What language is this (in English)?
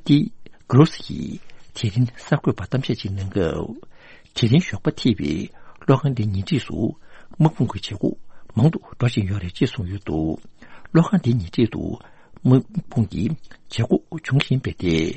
Tibetan